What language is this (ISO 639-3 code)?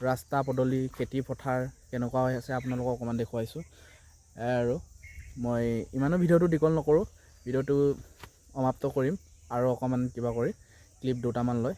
asm